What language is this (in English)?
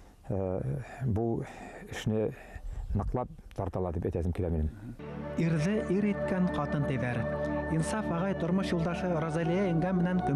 Bashkir